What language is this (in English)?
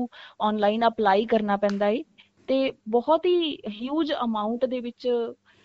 Punjabi